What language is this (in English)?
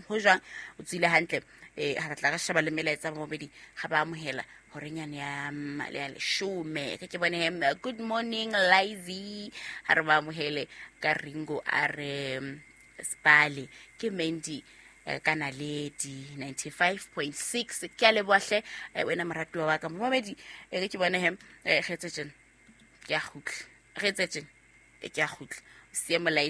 Southern Sotho